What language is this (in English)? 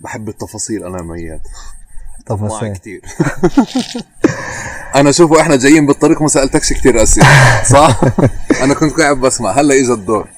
North Levantine Arabic